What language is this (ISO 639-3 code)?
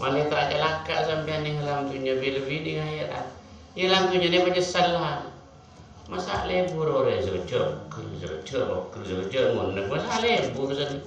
mad